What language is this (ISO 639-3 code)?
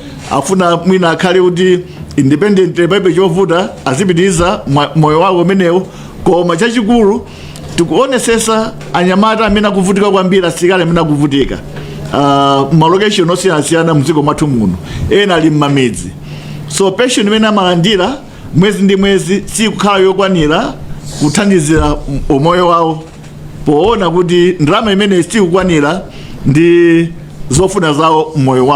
nya